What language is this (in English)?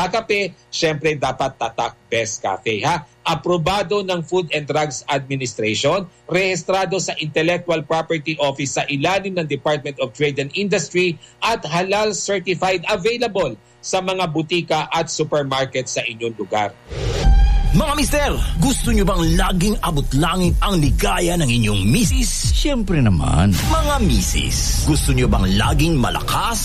Filipino